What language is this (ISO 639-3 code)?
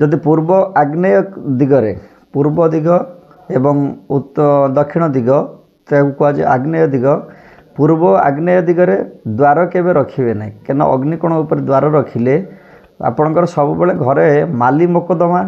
ori